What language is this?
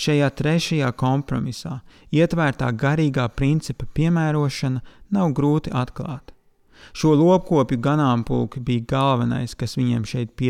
Latvian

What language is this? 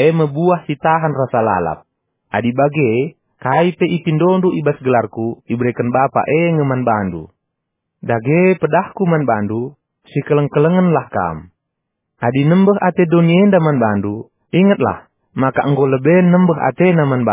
Batak Karo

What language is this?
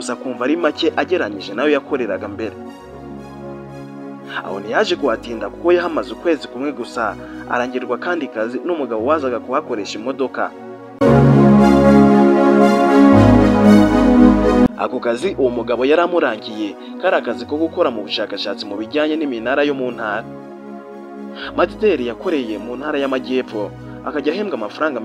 Kinyarwanda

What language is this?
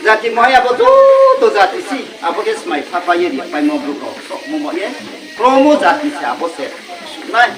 Riang (India)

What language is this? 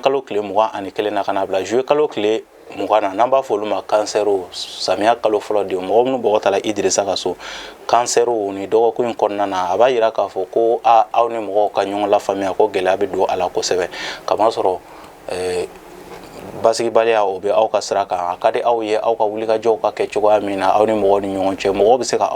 Bambara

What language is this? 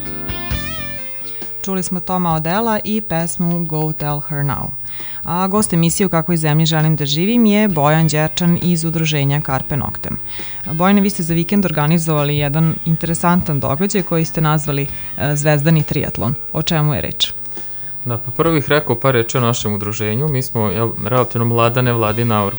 Serbian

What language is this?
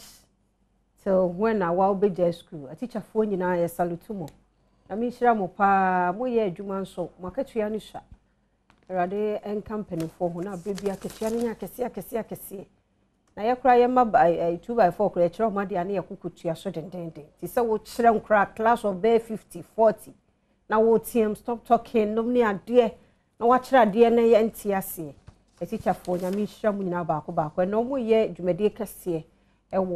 Akan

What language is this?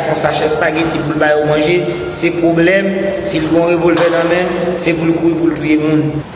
Haitian Creole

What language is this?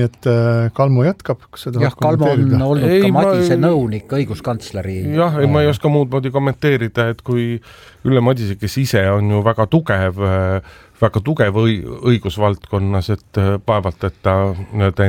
Estonian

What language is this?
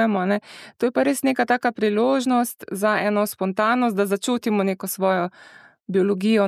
Slovenian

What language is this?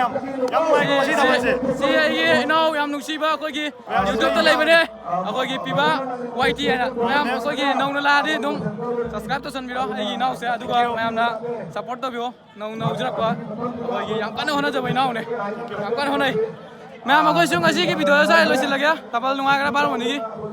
Manipuri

